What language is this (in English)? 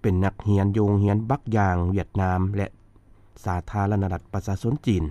Lao